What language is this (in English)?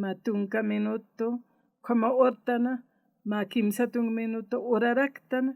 Aymara